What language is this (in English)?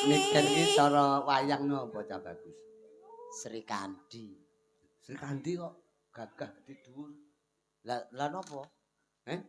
Javanese